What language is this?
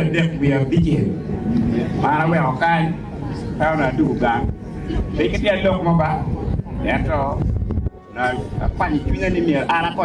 Acoli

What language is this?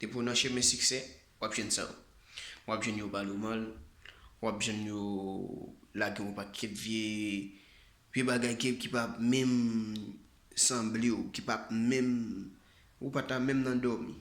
Haitian Creole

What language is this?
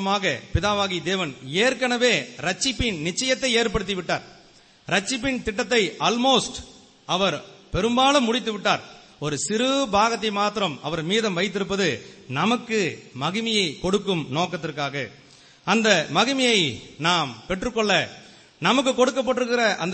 Tamil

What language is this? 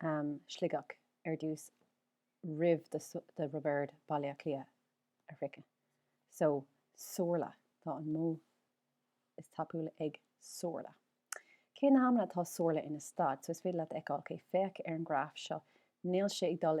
Irish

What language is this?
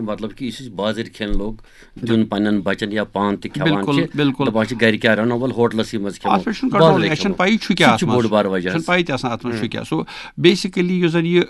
Kashmiri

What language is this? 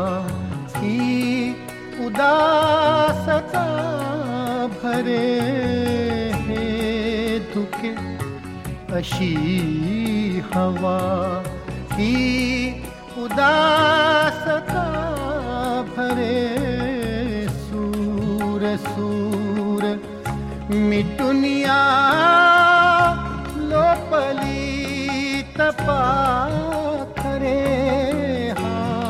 Marathi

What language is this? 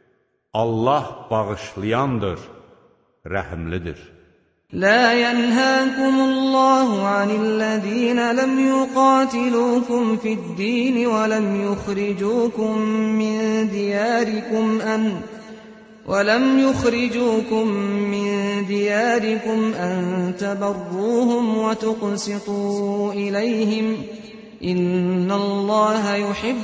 Azerbaijani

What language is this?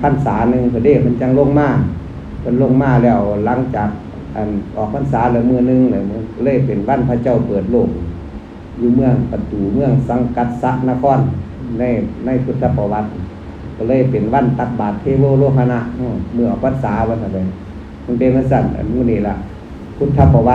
Northeastern Thai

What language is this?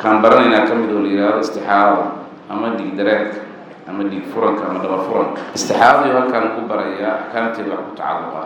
Somali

